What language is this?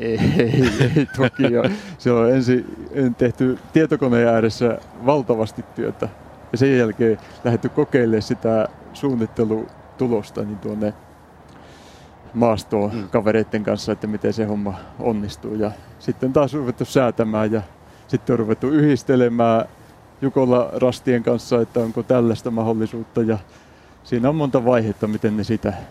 Finnish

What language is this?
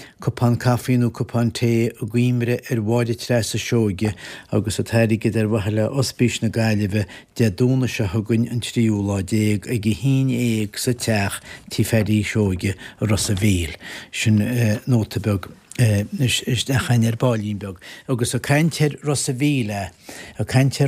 Irish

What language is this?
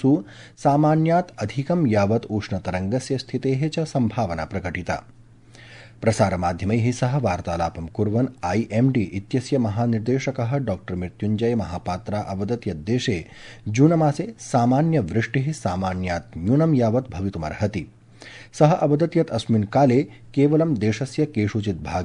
Sanskrit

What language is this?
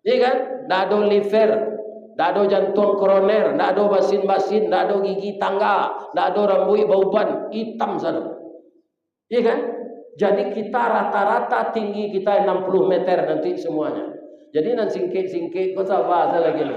Minangkabau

